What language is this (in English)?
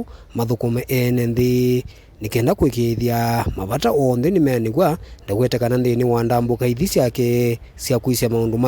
Kamba